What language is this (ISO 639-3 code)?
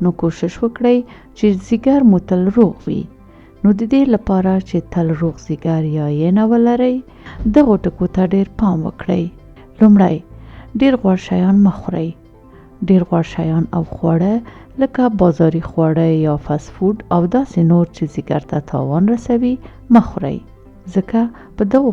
pus